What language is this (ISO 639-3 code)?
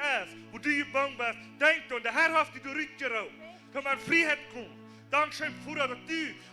pdt